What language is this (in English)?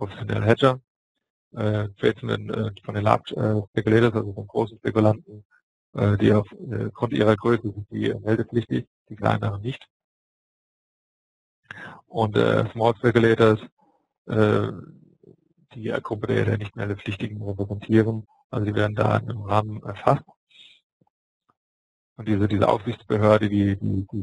German